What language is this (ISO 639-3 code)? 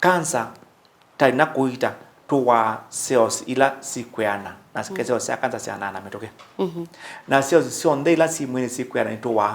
kam